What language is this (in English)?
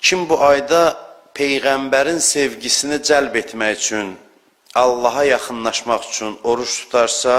Azerbaijani